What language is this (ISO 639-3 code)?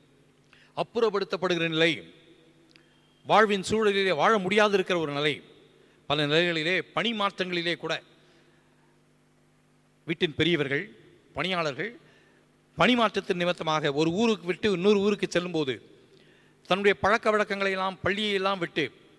tam